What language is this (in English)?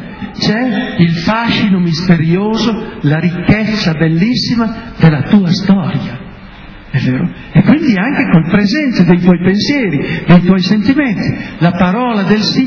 Italian